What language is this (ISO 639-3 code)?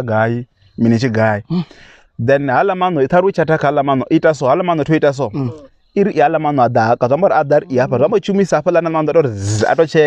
ven